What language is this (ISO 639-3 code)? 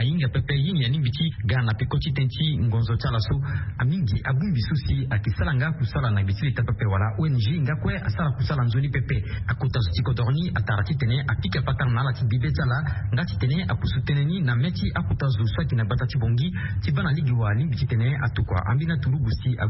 sag